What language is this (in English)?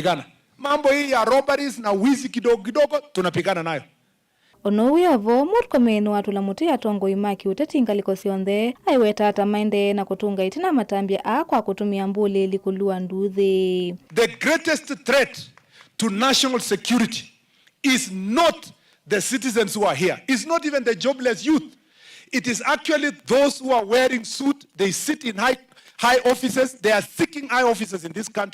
Kamba